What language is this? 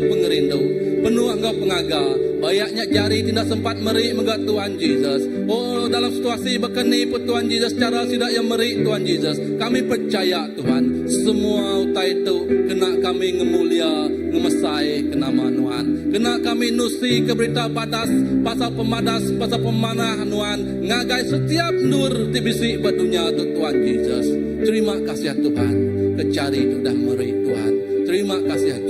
Iban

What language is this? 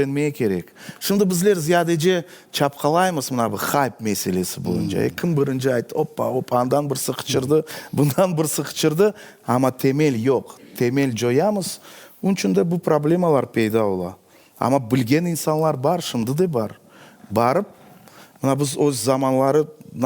Crimean Tatar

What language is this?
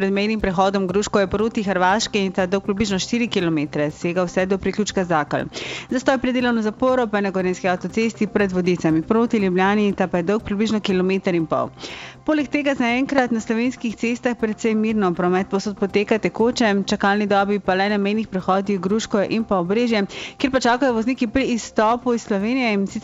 Slovenian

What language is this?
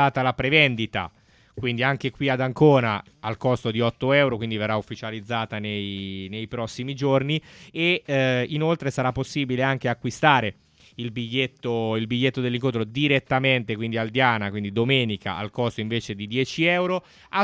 Italian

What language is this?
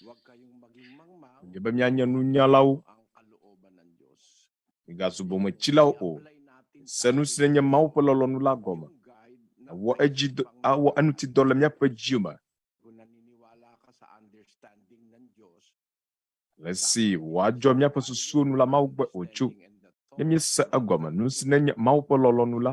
Ewe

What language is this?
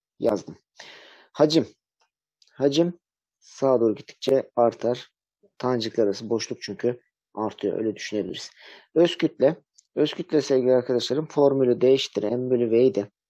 Turkish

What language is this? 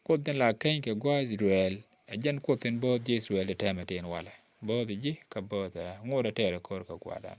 Nuer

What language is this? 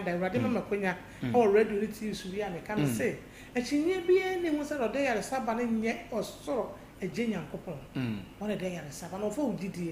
Akan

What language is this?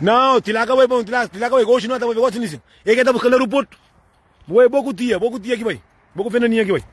Kabuverdianu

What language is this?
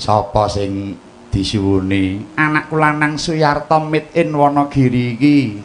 Javanese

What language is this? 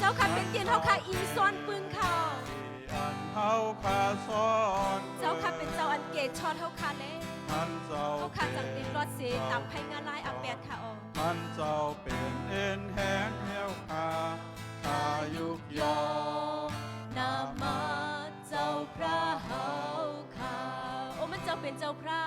Shan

